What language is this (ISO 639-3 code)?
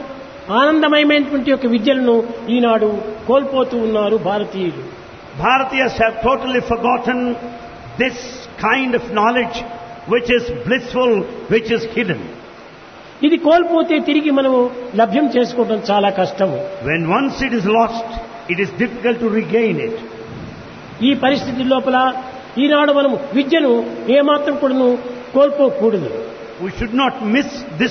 tel